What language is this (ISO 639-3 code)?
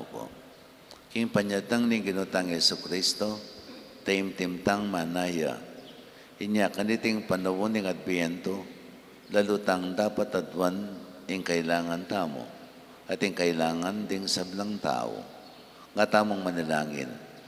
pam